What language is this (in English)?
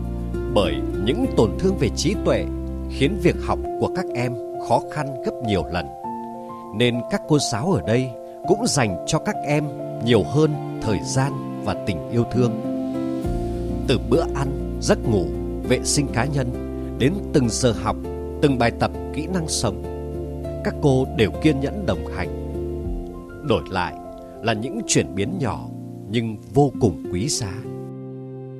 Vietnamese